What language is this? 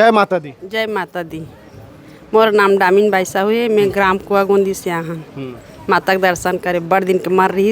Chhattisgarhi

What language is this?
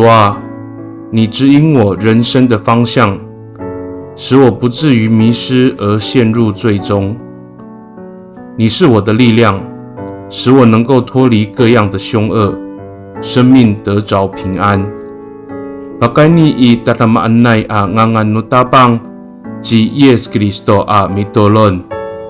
Amis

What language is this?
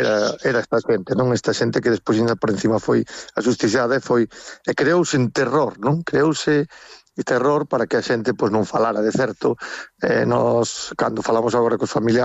Galician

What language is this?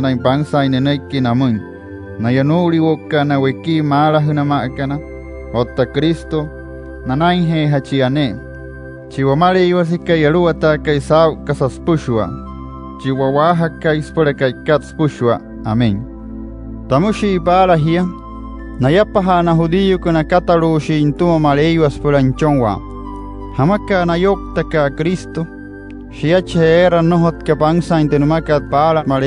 Wayuu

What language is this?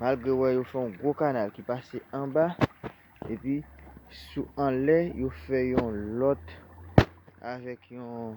Haitian Creole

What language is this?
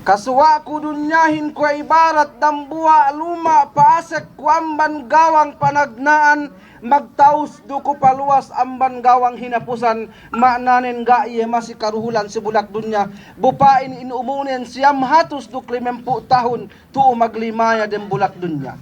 Yakan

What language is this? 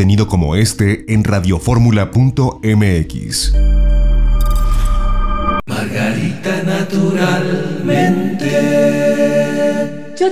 Spanish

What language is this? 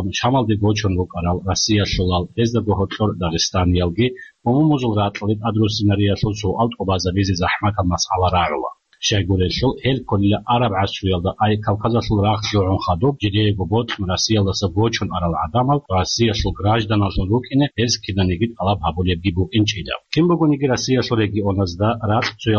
Avaric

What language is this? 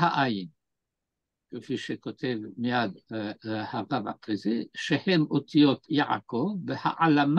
Hebrew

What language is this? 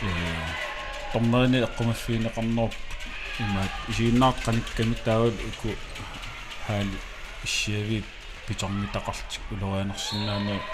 Kalaallisut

